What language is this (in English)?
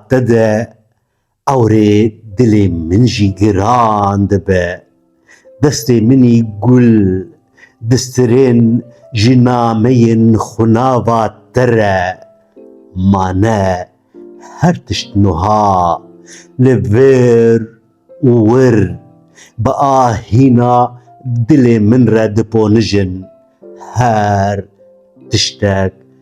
Kurdish